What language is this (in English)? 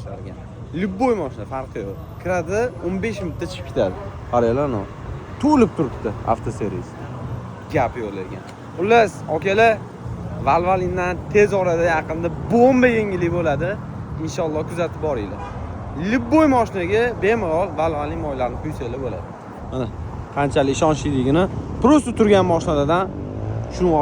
Uzbek